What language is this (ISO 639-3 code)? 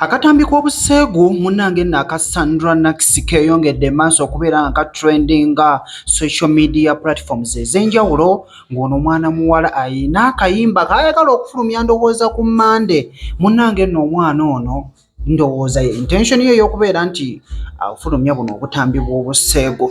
lug